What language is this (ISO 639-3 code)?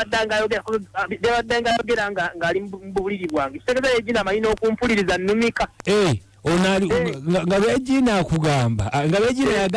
lug